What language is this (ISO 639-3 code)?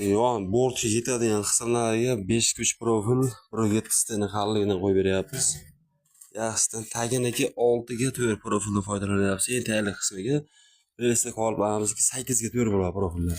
uzb